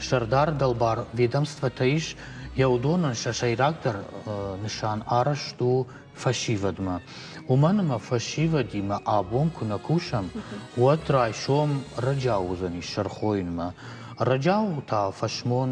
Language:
Ossetic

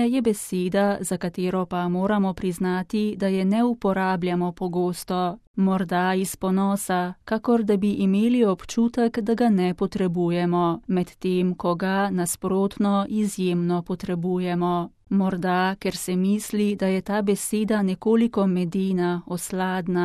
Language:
Slovenian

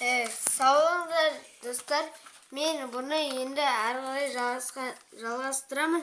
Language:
Kazakh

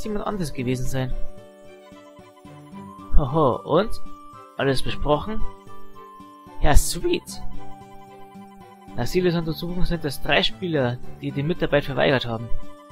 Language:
German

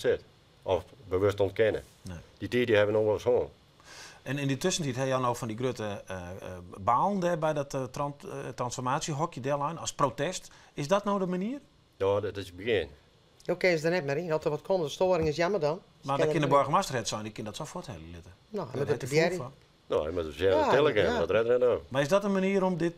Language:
Western Frisian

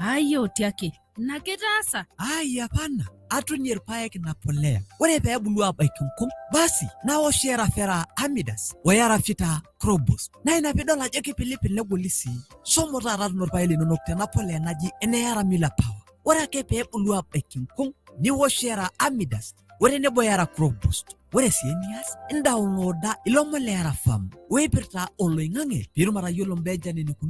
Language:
Masai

